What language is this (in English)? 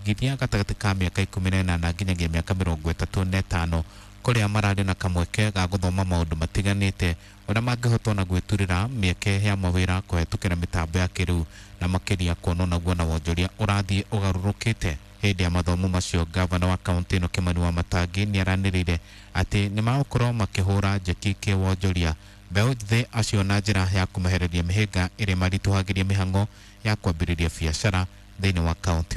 Kikuyu